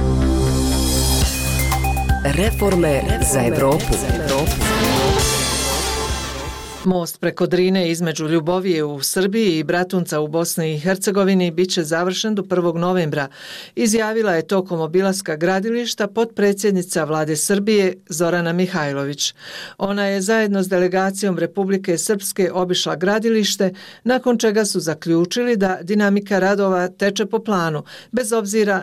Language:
Bosnian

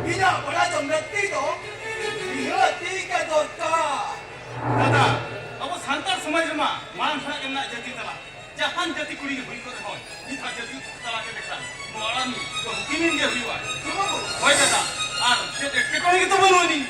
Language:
Santali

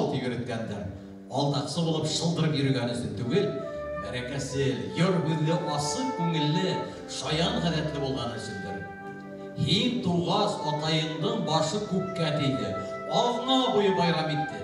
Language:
Bashkir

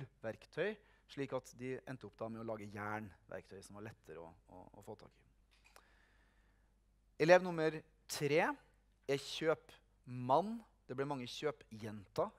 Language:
Norwegian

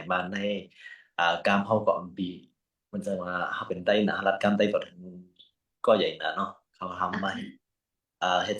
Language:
Shan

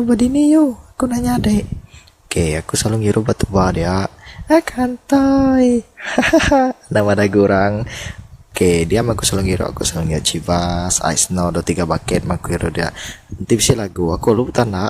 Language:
Iban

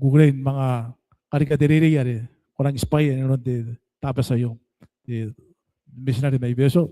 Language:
Gilbertese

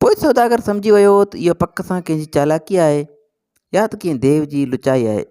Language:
Sindhi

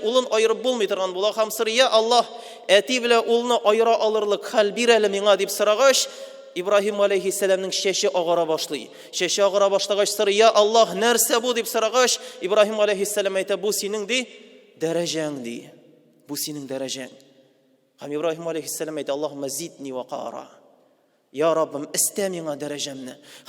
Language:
Tatar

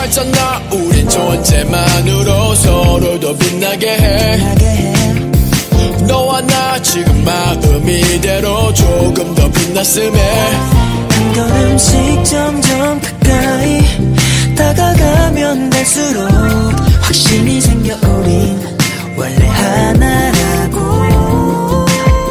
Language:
Korean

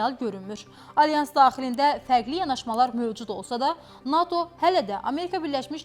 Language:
Azerbaijani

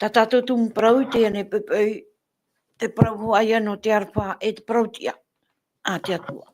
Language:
Tahitian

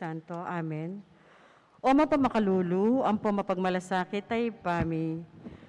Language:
Pampanga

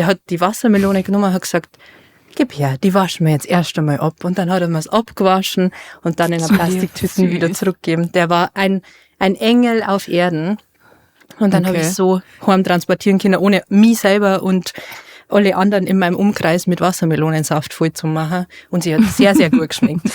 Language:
Bavarian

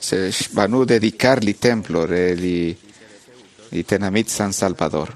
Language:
Kekchí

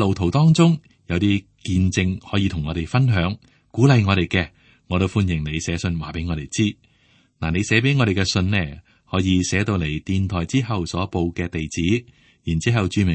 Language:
Cantonese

